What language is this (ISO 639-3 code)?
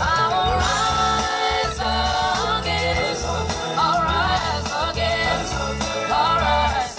ven